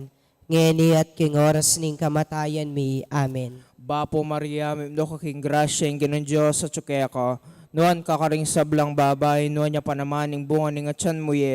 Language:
Pampanga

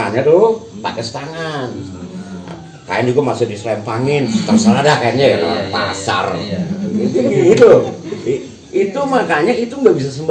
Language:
Betawi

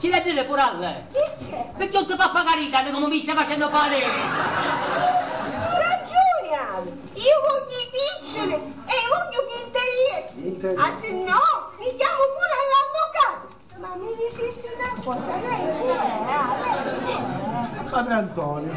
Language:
Sicilian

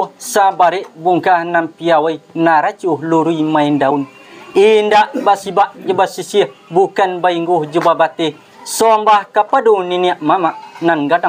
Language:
Minangkabau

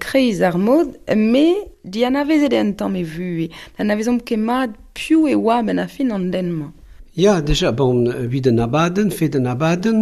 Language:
Breton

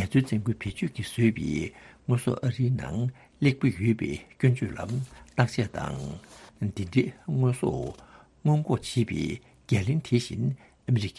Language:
Tibetan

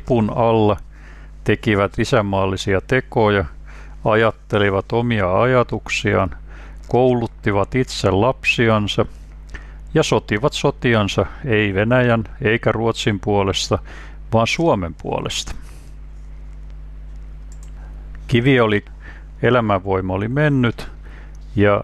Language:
Finnish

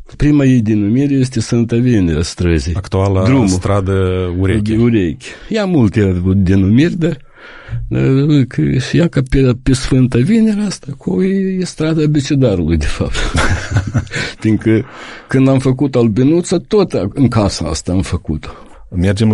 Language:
Romanian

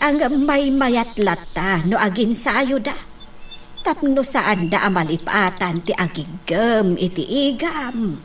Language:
Iloko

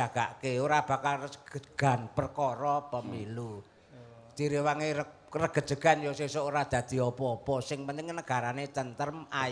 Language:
Javanese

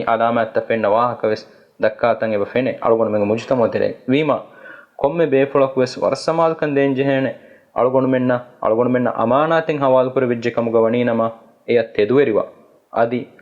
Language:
Divehi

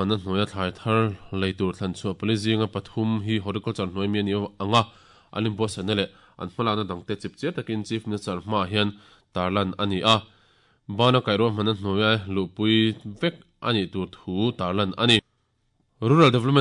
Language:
Mizo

